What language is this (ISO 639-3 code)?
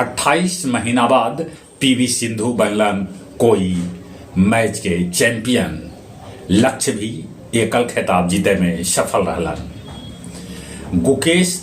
mag